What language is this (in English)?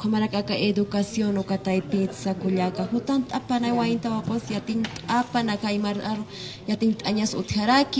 Aymara